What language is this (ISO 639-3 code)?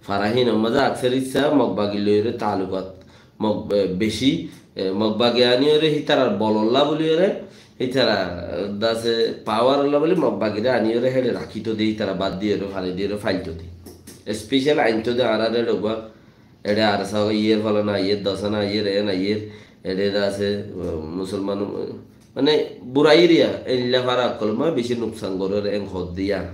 rhg